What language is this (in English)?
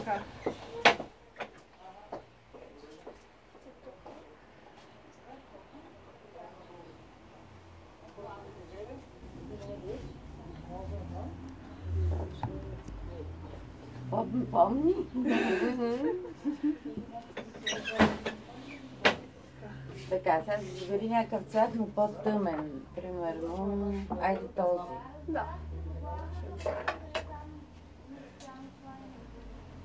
Bulgarian